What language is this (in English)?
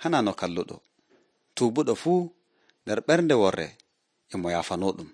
Nigerian Fulfulde